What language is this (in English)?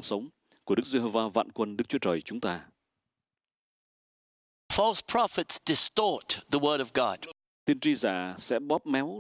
Vietnamese